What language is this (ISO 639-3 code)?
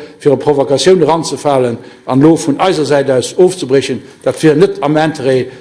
ltz